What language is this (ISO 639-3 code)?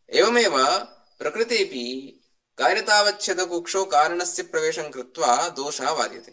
san